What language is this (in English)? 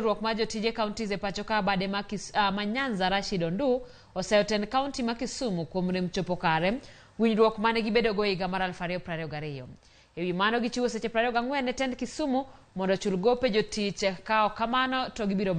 Luo (Kenya and Tanzania)